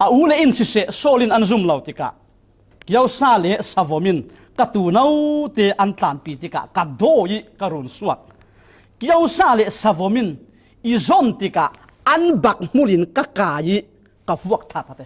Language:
Falam Chin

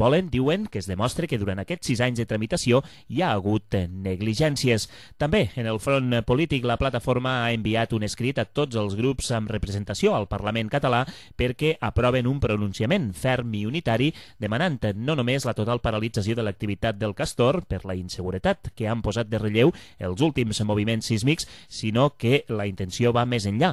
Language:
Catalan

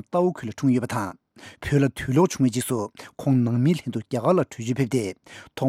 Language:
Tibetan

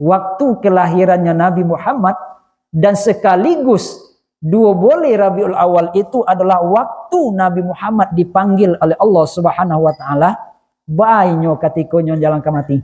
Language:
Minangkabau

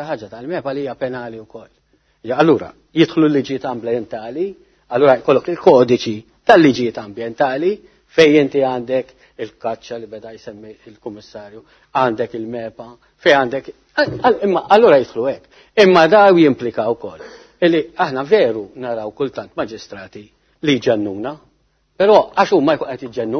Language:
Maltese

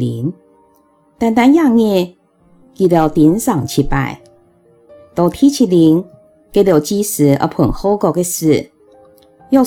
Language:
Hakka Chinese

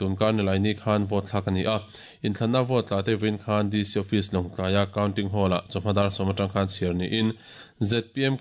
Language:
Mizo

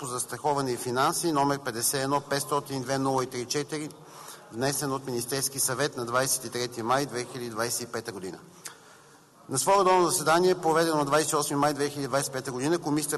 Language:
Bulgarian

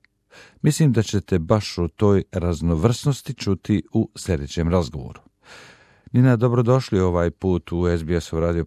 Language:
Serbian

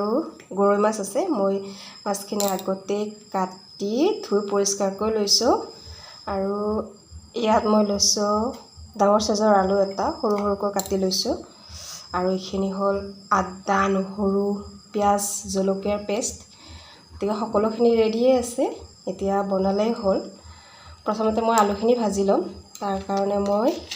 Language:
Assamese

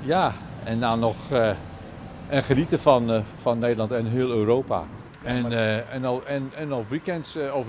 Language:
Western Frisian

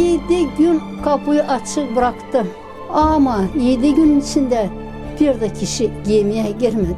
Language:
Gagauz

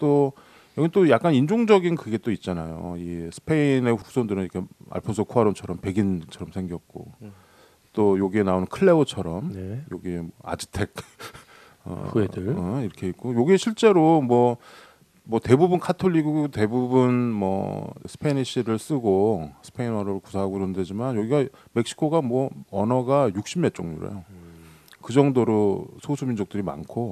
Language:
Korean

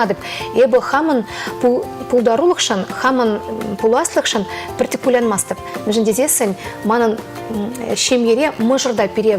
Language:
Chuvash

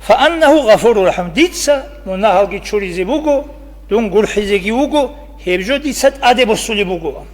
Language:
Avaric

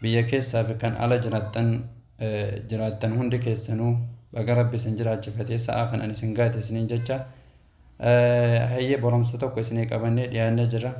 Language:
Oromo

